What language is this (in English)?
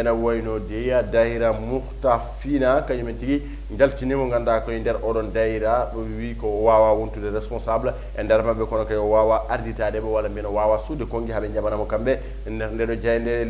Fula